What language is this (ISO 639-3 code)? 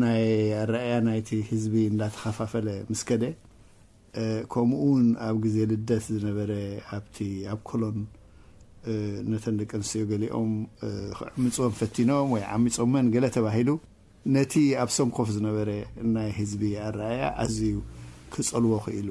tir